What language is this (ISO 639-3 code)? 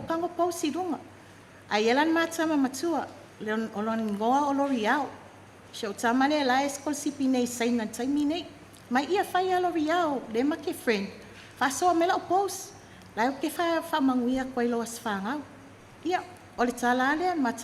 smo